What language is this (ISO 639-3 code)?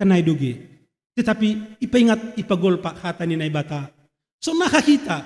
bts